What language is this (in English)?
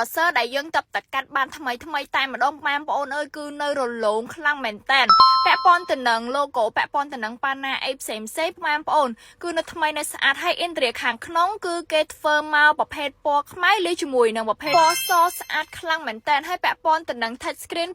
Khmer